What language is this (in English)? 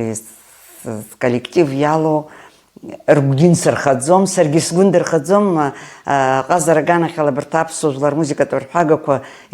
Abkhazian